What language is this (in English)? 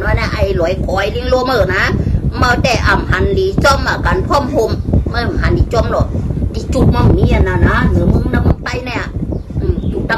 Shan